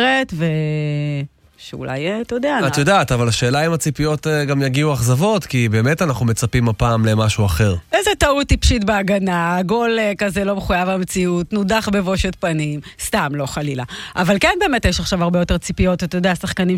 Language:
Hebrew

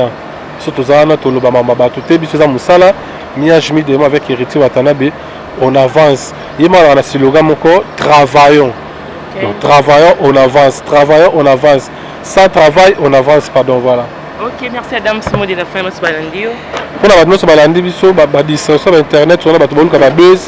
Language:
Lingala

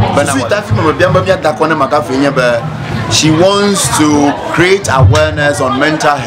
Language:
Ewe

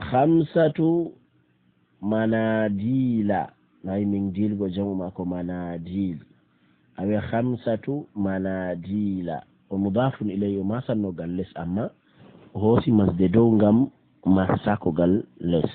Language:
Fula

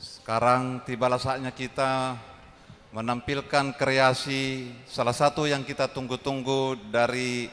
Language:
Batak Toba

